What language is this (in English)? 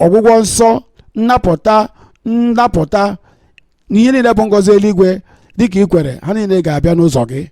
Igbo